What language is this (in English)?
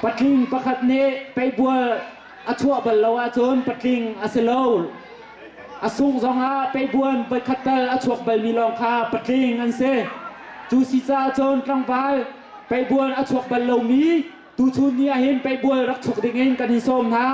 Hakha Chin